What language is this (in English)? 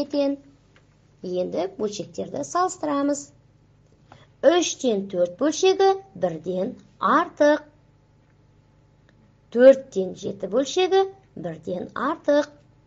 Kazakh